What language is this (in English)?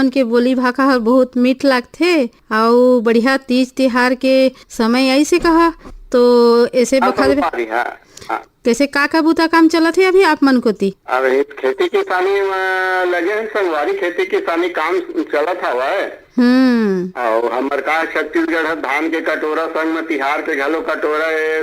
Chhattisgarhi